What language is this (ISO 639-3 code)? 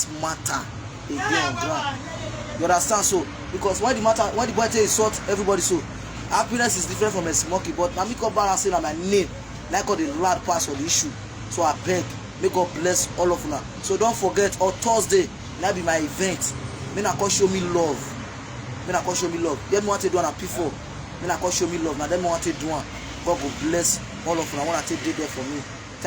pcm